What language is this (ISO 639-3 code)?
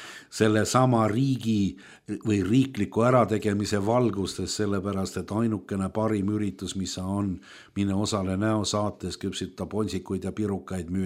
est